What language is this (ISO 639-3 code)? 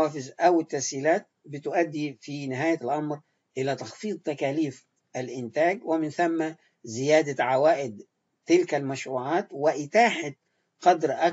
ara